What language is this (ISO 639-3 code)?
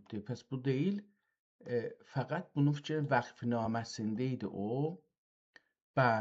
azb